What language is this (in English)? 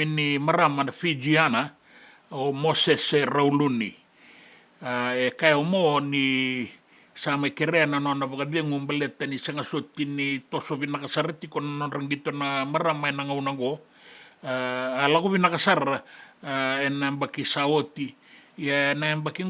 Fijian